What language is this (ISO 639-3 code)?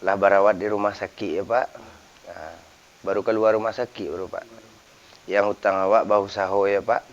min